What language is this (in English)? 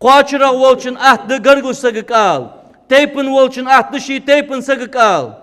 Ingush